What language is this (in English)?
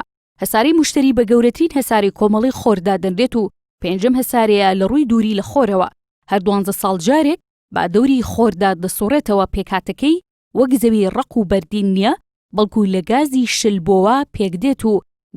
Central Kurdish